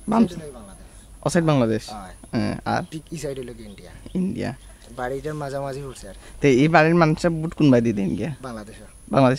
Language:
Sylheti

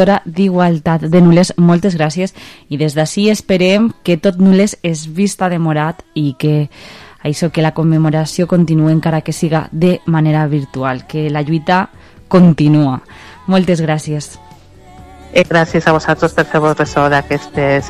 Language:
Catalan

